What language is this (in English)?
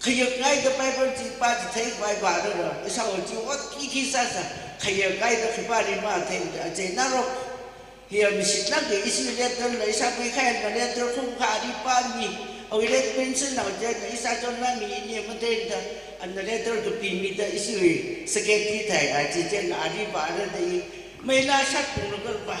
Tangkhul Naga (India)